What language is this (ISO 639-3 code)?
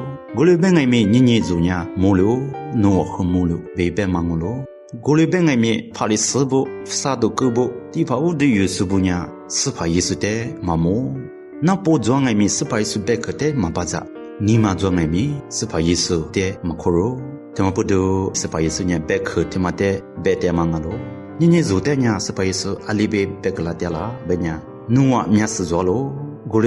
lis